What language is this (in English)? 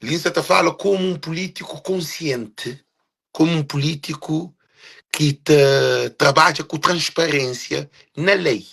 Kabuverdianu